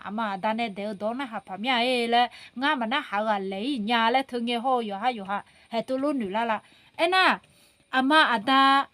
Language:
Akha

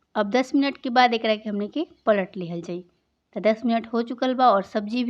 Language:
Bhojpuri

